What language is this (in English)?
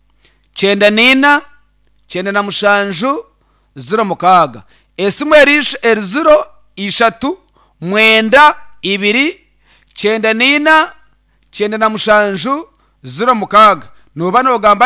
Nyankole